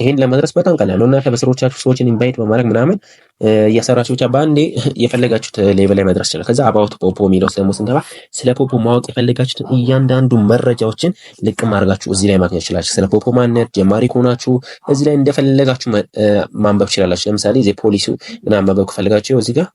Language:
Amharic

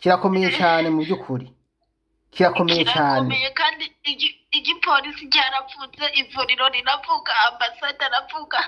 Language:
Rundi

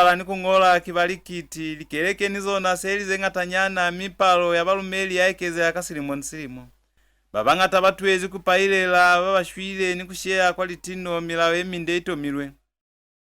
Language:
Lozi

